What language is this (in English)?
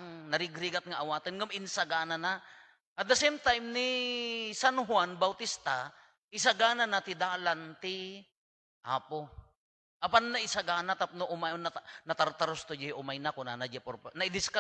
Iloko